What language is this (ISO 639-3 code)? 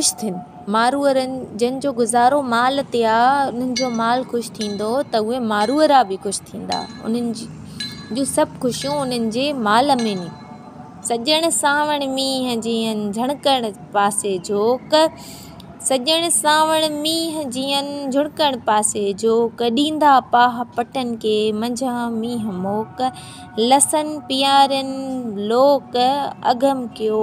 snd